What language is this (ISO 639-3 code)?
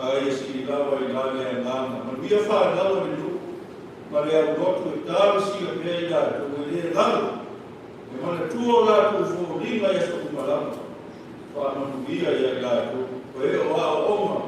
smo